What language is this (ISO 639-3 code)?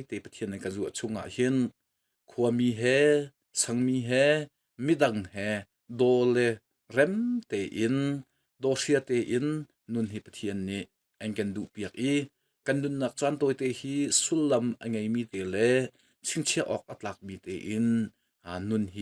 cnh